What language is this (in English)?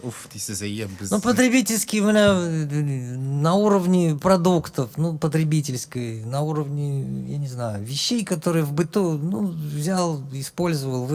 Tatar